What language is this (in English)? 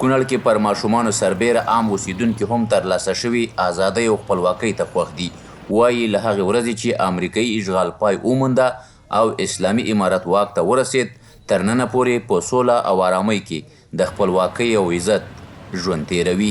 Pashto